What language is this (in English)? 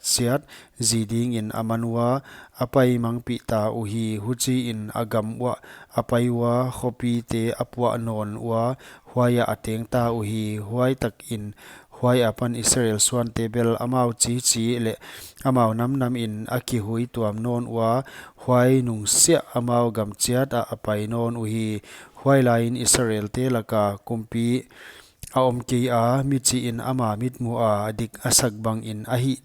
Paite Chin